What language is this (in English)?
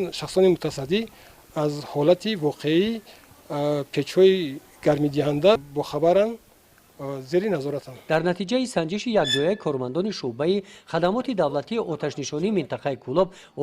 Tajik